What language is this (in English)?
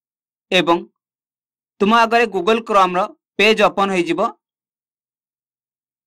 Odia